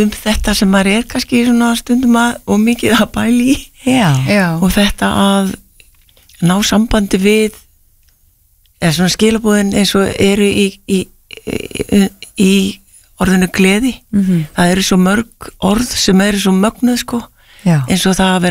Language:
Icelandic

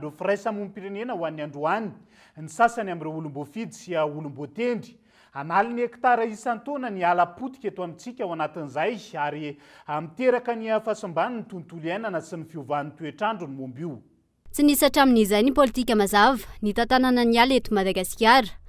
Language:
Malagasy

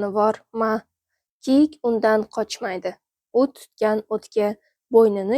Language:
Uzbek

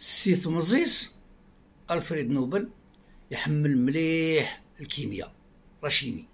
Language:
Kabyle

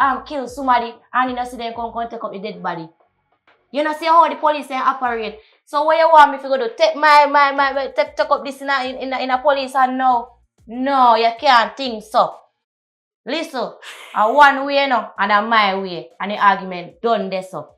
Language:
Jamaican Creole English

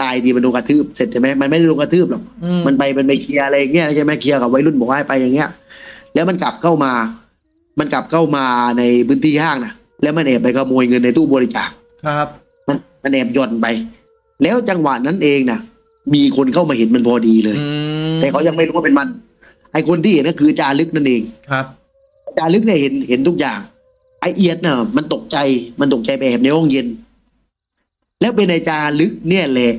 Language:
Thai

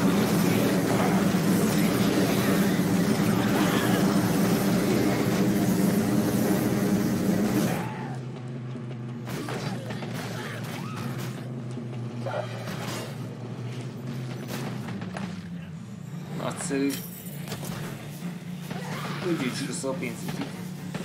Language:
Hungarian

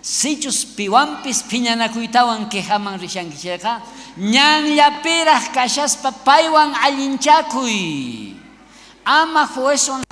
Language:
South Bolivian Quechua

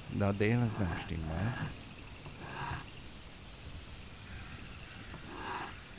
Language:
Hungarian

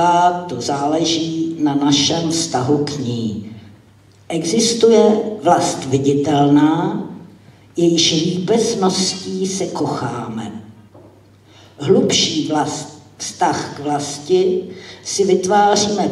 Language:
Czech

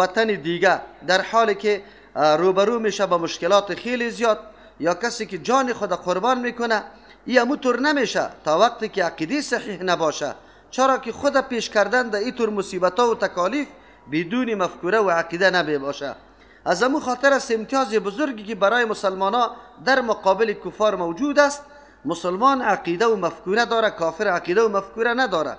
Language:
Persian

